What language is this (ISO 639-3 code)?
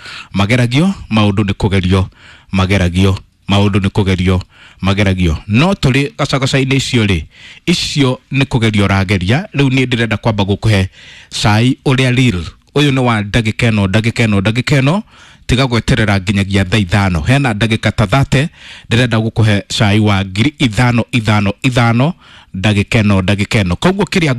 kik